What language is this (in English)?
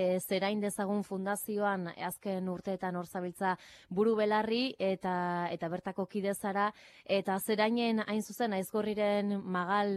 Basque